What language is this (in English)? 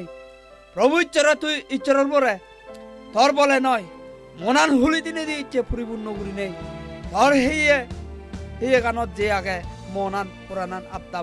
Chakma